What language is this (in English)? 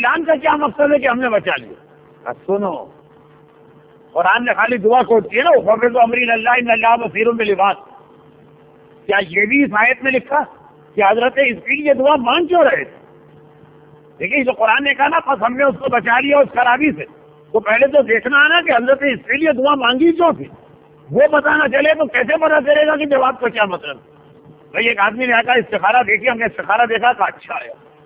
Urdu